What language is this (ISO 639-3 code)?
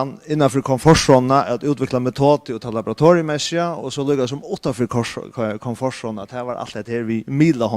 fao